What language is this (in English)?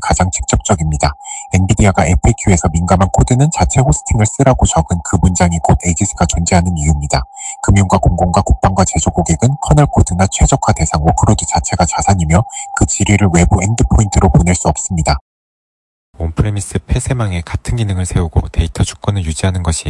Korean